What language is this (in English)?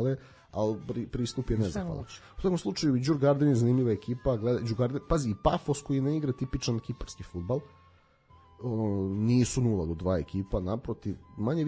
Serbian